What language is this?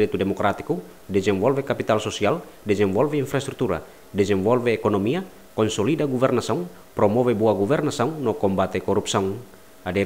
Tetum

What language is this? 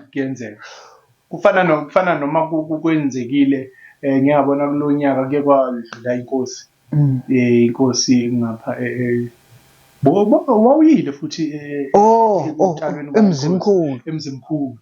Zulu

